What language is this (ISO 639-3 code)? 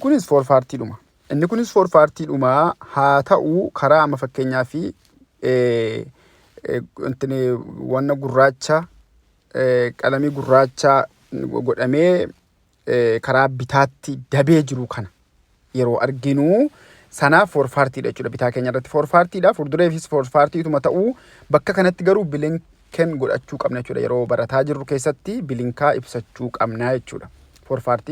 orm